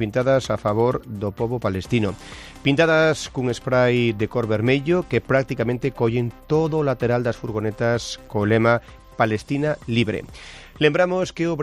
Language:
Galician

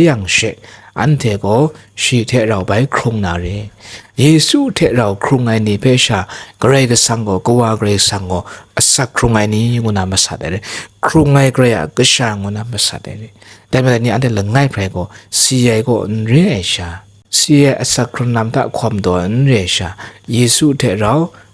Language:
Kachin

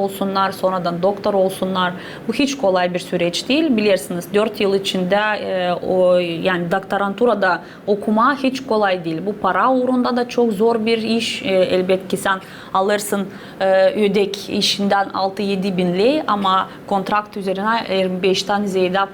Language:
Gagauz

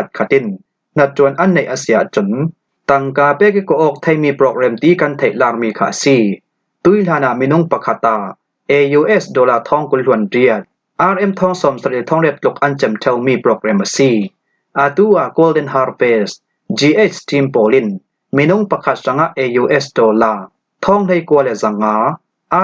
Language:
Falam Chin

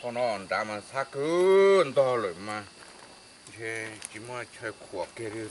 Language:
Hmong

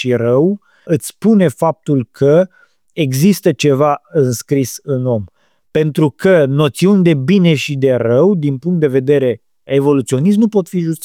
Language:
Romanian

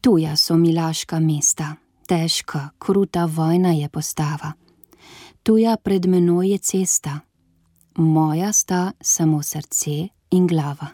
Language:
Slovenian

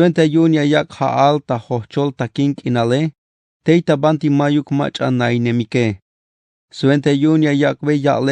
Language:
Tzeltal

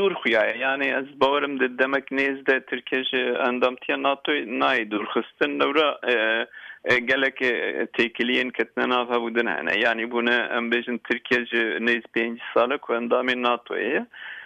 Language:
Kurdish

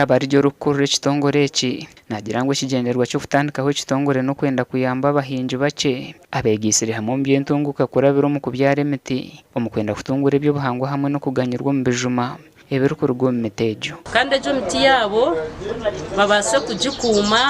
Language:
Nyankole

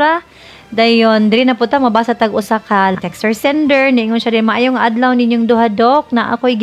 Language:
Cebuano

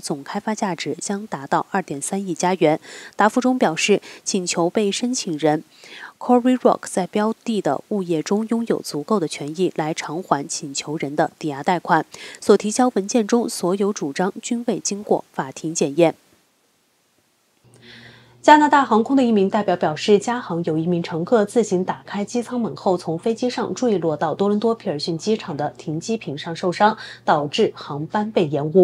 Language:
Chinese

